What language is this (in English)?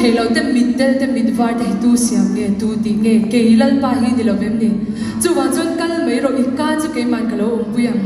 Mizo